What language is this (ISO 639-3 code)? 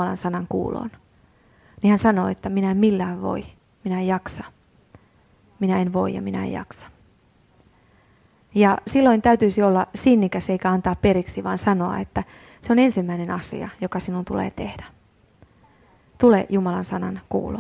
fin